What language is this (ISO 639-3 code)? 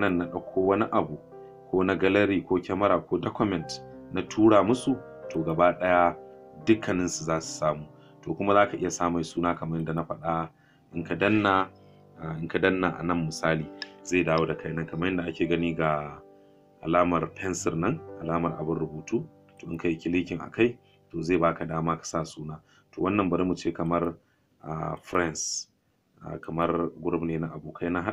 hau